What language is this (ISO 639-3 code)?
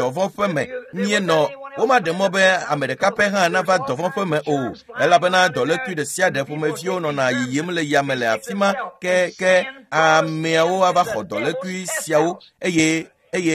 ewe